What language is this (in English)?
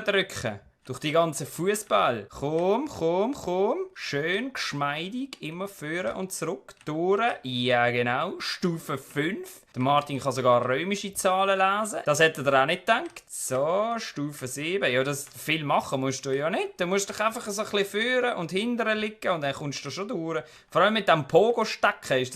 Swiss German